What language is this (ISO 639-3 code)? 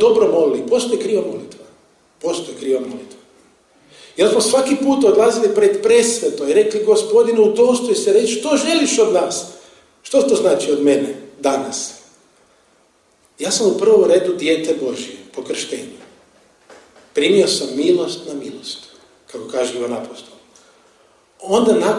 hrv